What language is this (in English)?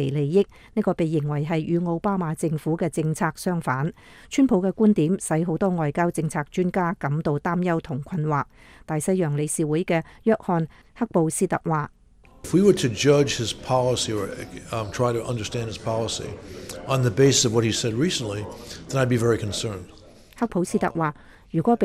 Cantonese